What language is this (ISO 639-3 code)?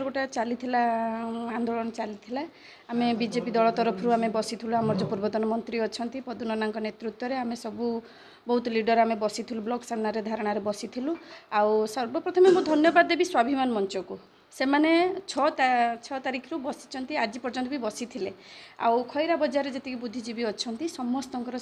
ori